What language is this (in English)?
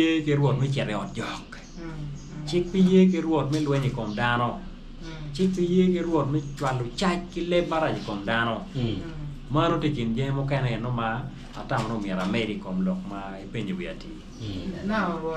Acoli